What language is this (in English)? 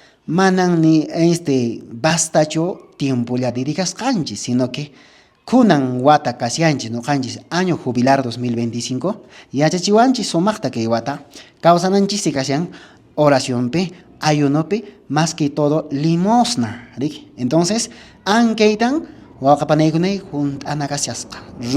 Quechua